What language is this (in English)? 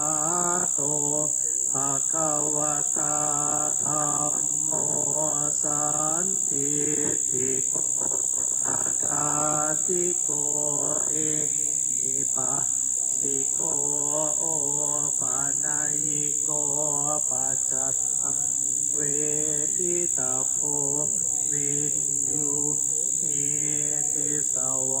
Pali